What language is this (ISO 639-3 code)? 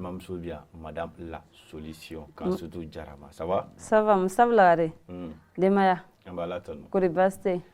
bam